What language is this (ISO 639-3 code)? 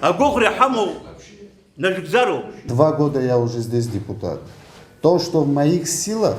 abk